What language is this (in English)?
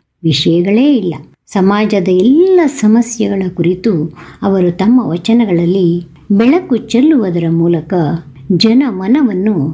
Kannada